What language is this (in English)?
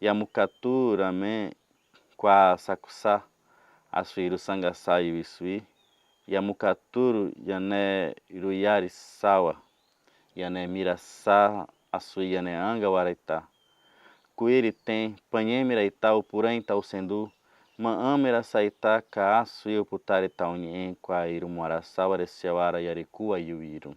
Nheengatu